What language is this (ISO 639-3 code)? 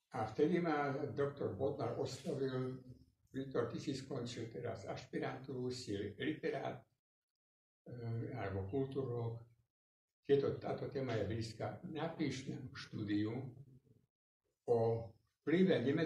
slk